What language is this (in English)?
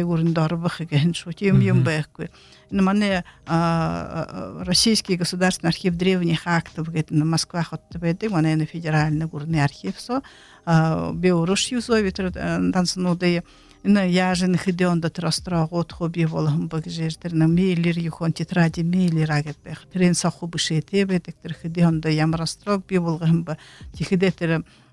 Buriat